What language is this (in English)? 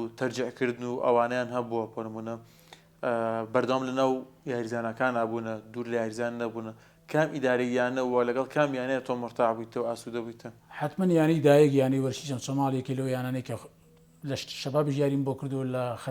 Central Kurdish